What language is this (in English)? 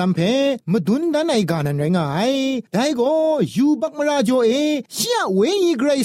Thai